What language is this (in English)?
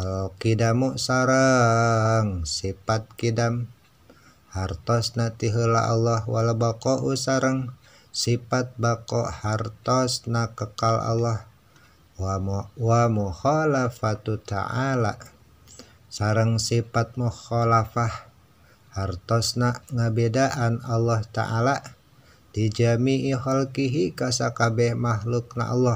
Sundanese